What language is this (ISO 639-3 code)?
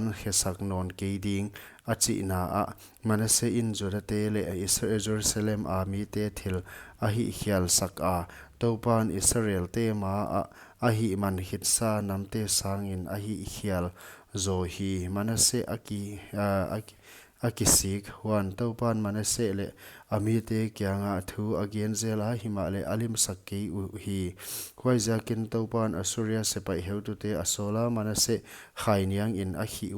pck